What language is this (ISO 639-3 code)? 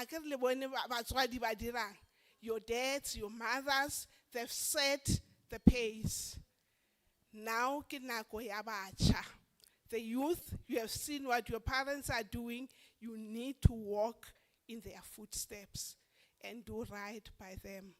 sot